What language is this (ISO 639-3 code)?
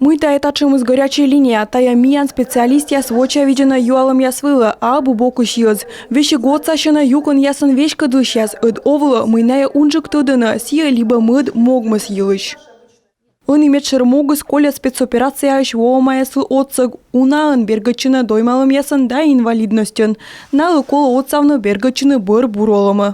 kom